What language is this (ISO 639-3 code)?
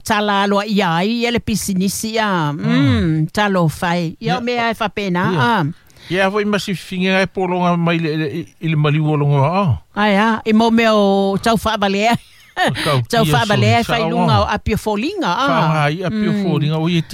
smo